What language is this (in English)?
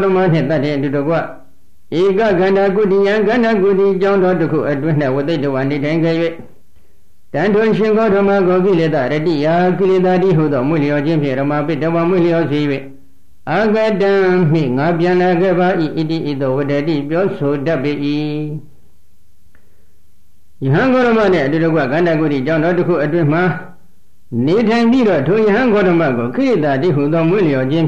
Burmese